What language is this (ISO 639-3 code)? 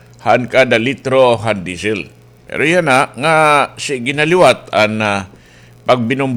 war